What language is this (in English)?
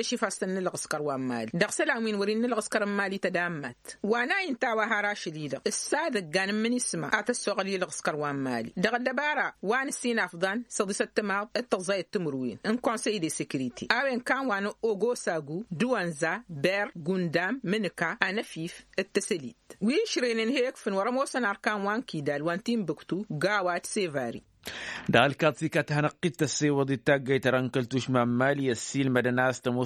Tamasheq